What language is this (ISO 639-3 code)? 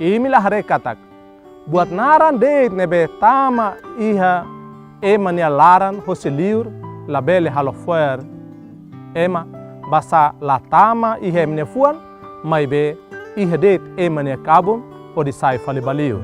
tet